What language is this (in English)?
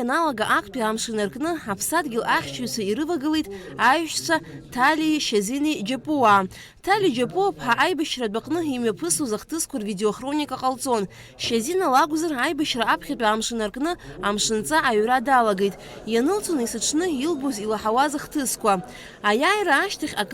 Abkhazian